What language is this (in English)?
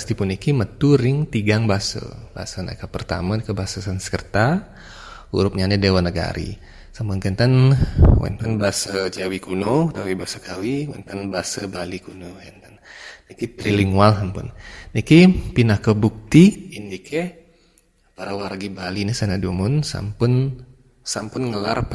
Balinese